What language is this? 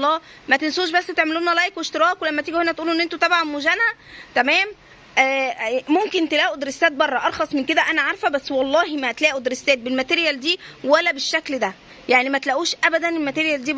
Egyptian Arabic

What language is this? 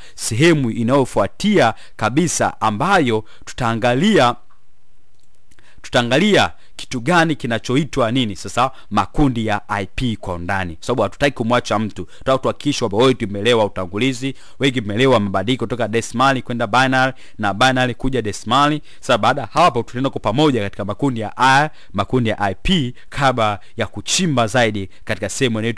Swahili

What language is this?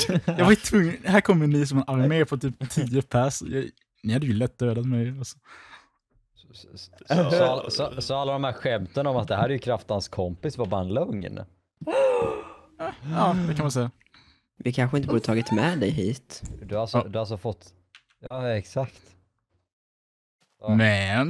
Swedish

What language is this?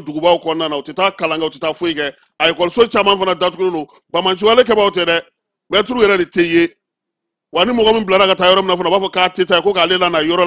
Bambara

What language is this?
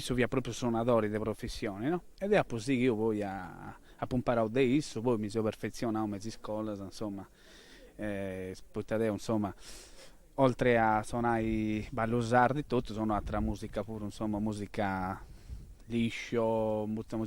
Sardinian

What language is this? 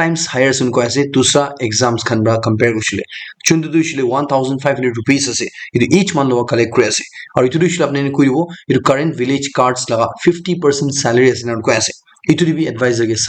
Naga Pidgin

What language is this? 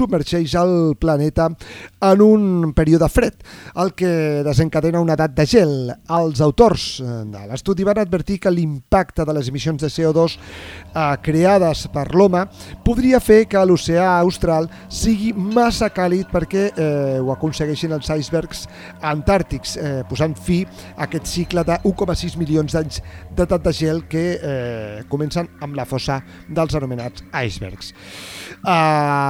Catalan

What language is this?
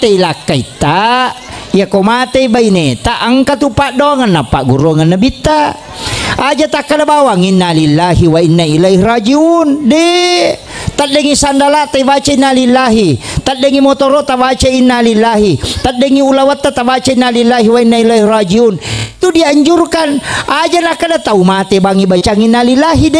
Buginese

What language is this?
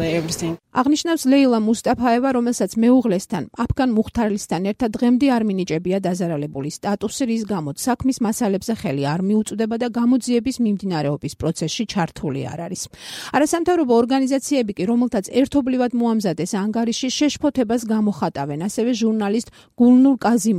Georgian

